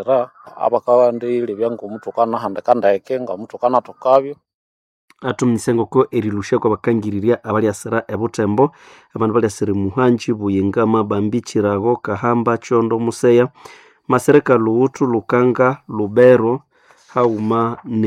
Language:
Nande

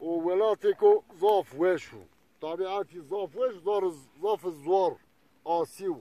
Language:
Zaza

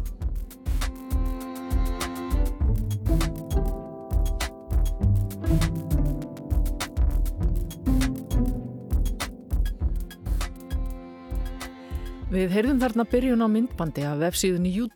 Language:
Icelandic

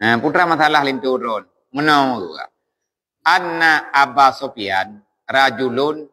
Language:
Achinese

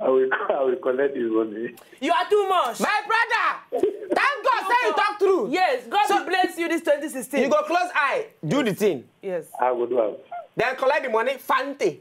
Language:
Nigerian Pidgin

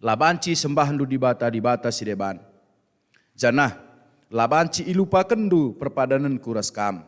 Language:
Batak Karo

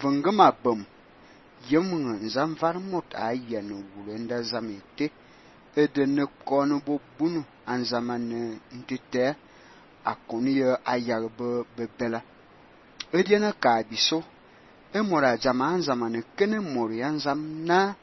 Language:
Fang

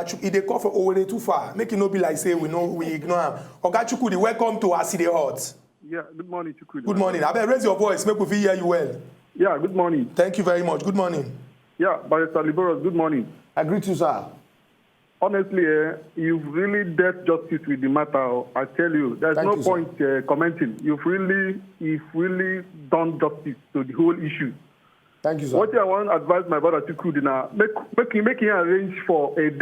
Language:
Nigerian Pidgin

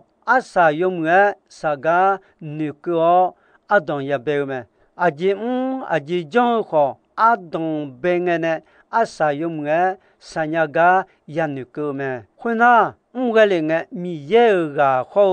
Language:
Akha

